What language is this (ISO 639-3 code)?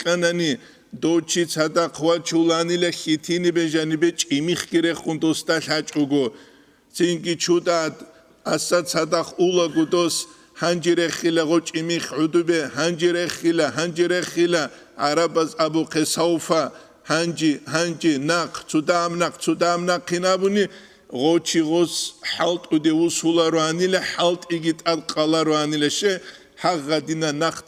ava